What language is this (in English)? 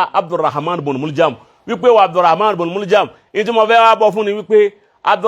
Yoruba